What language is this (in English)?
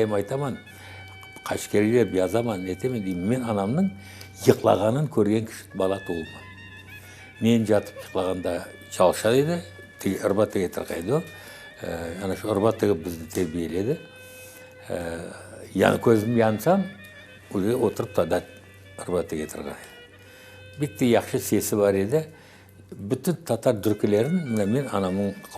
Crimean Tatar